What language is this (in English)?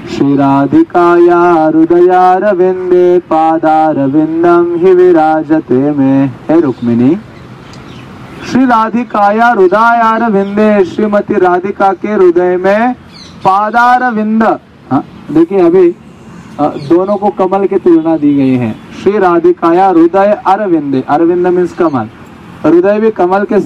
Hindi